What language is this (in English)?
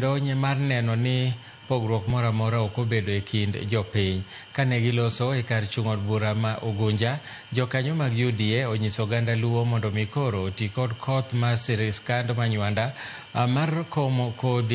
Luo (Kenya and Tanzania)